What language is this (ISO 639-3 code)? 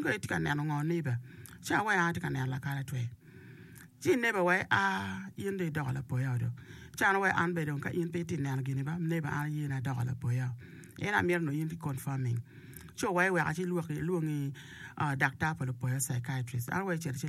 ach